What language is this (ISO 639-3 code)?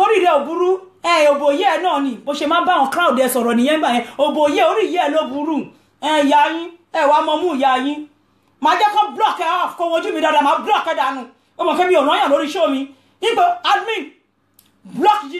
yor